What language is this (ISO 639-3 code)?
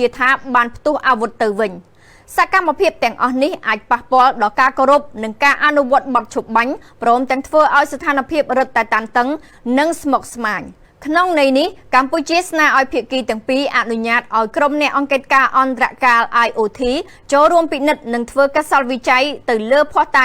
khm